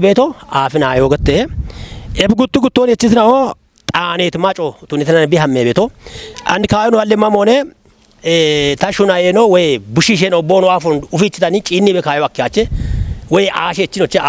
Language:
Kafa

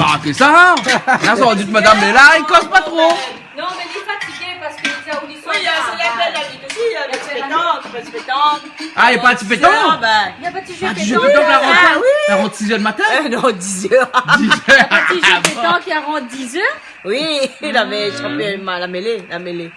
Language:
Réunion Creole French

